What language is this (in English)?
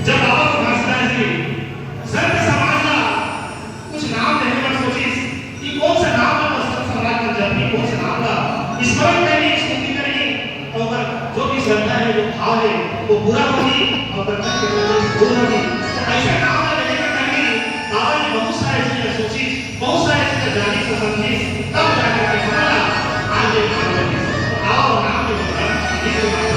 Chhattisgarhi